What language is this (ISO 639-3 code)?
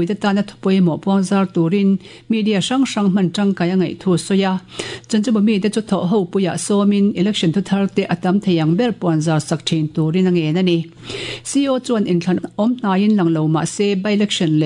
lus